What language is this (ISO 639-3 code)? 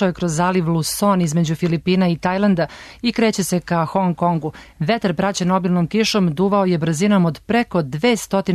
srp